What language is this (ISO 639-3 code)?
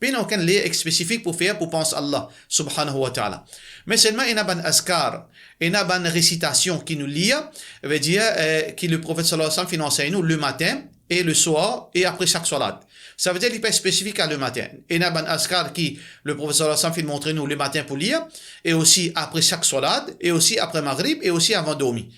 mfe